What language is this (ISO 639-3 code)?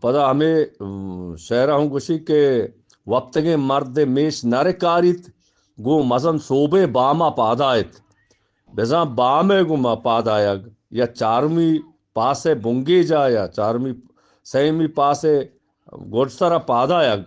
bgp